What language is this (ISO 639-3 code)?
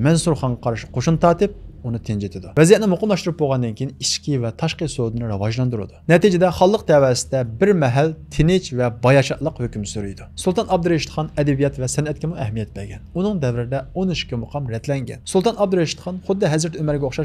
uig